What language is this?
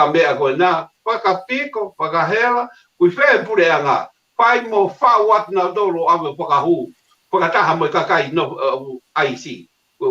Tongan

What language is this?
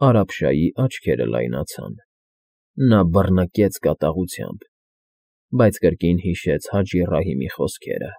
Armenian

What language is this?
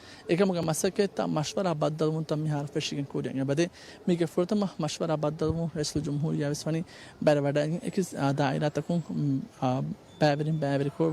Divehi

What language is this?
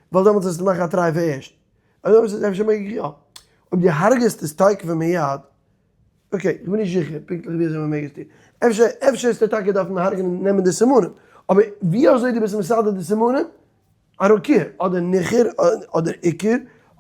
Yiddish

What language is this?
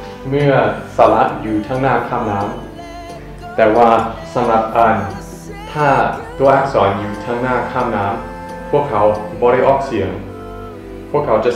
Lao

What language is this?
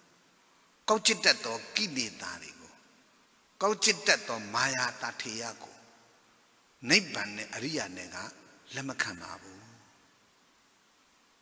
Burmese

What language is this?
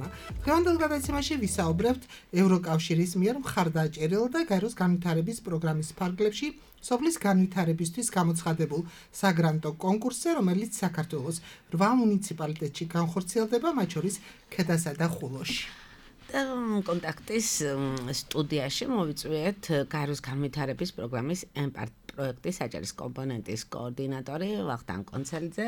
Georgian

